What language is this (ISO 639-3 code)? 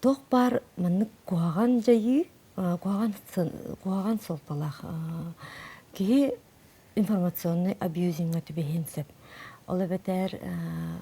sah